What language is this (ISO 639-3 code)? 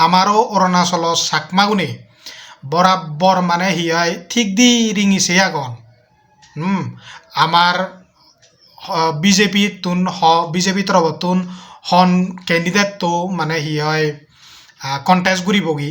ccp